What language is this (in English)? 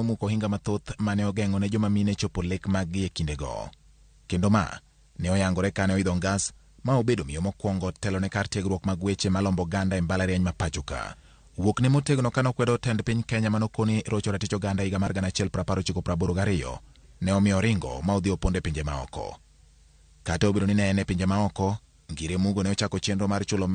Luo (Kenya and Tanzania)